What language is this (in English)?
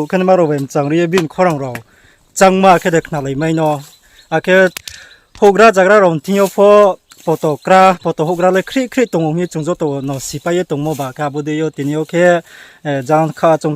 Riang (India)